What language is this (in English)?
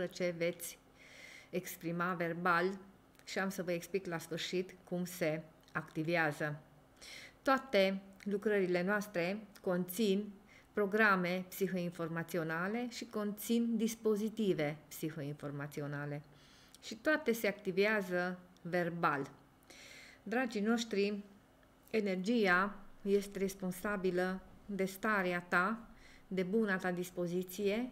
Romanian